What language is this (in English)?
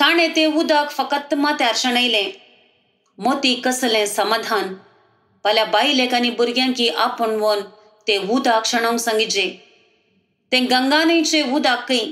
Konkani